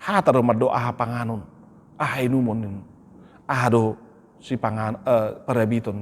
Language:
Batak Toba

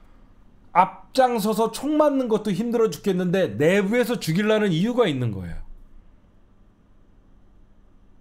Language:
Korean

